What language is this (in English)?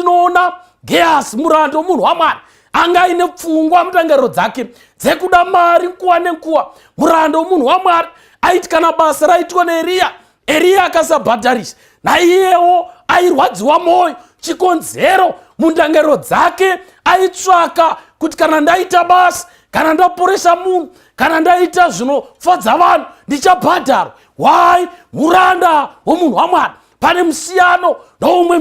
Shona